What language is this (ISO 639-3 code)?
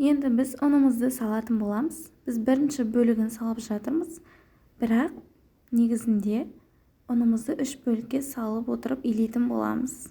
kaz